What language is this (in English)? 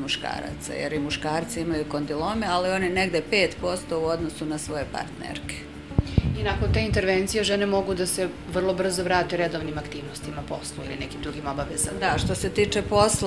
Serbian